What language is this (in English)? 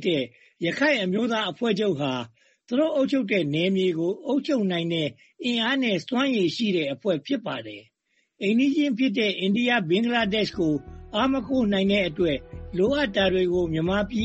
Burmese